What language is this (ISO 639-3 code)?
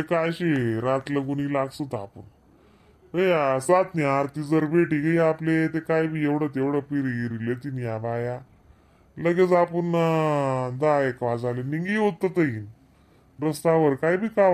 khn